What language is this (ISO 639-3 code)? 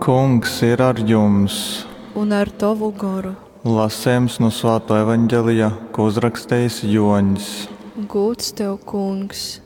ltg